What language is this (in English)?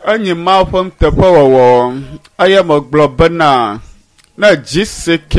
Ewe